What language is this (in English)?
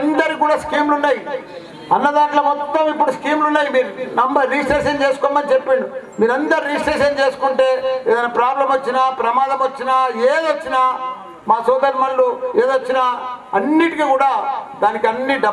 Telugu